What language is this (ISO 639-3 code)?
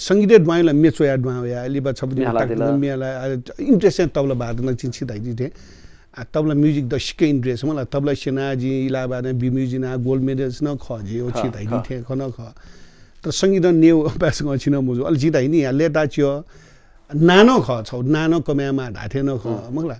new